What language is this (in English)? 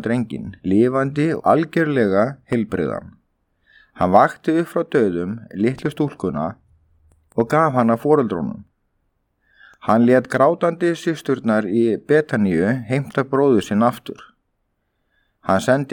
Icelandic